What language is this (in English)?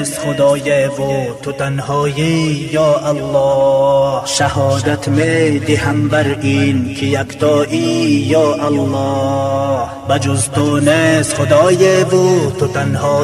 Persian